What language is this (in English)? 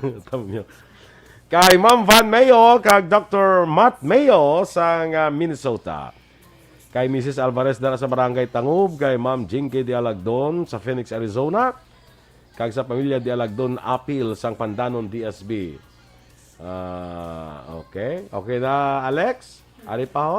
Hiligaynon